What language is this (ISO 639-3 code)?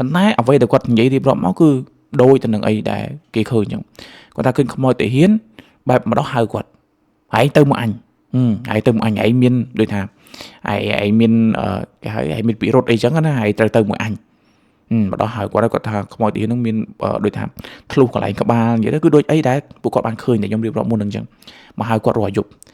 khm